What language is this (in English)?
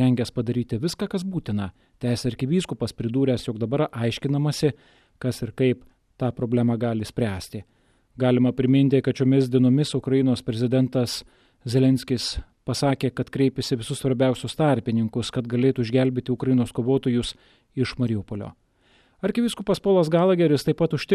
Lithuanian